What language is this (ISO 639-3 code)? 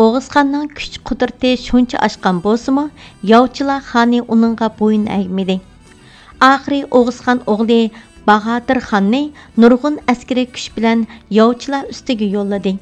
uig